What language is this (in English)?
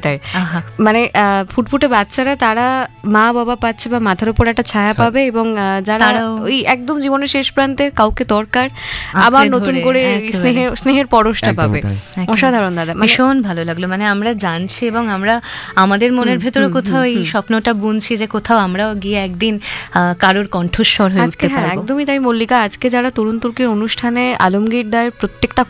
Bangla